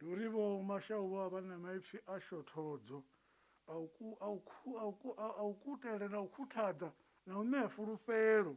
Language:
Venda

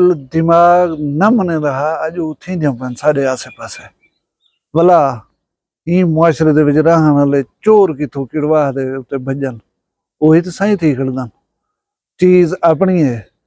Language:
Saraiki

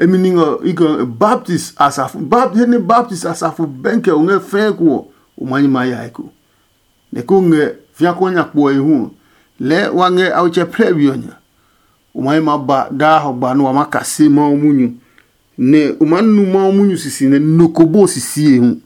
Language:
Adangme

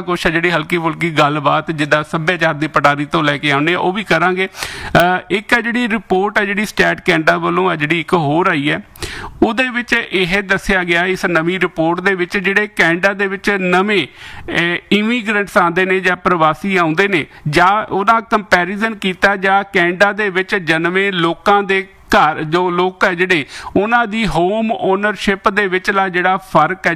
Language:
Punjabi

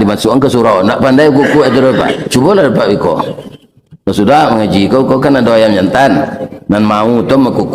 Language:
Minangkabau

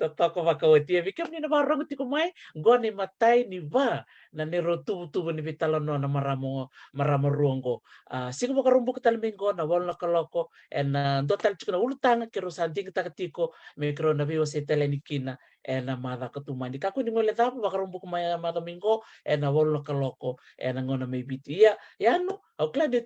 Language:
Fijian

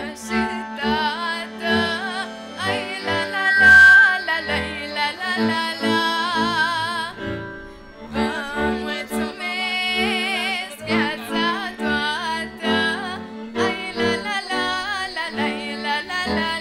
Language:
Romanian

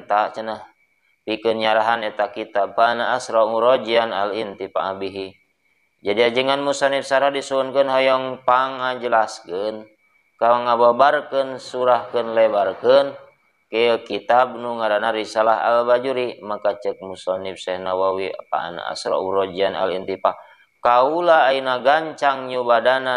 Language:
Sundanese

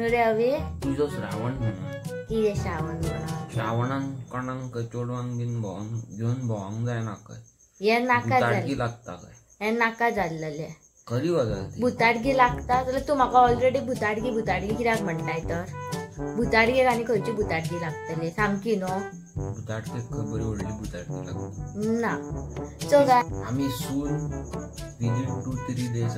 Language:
Konkani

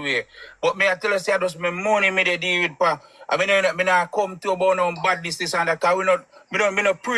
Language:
Jamaican Creole English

